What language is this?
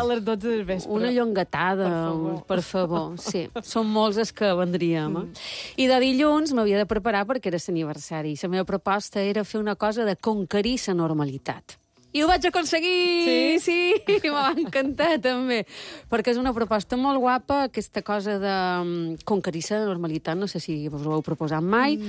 Catalan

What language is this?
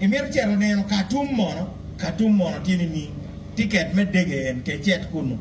Acoli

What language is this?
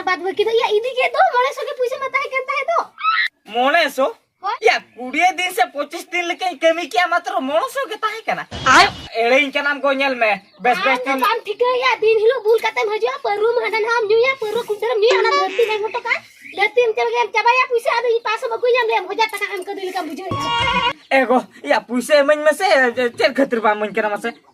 Santali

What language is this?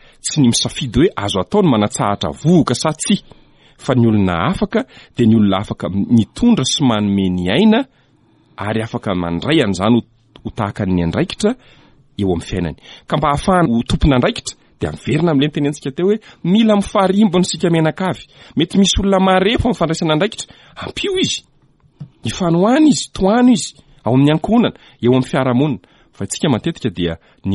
Malagasy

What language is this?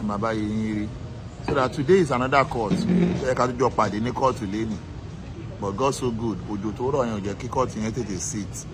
Yoruba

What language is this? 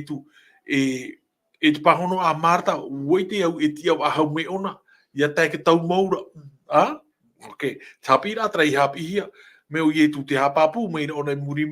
Tahitian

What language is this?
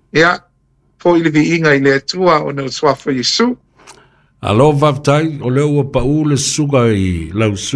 Samoan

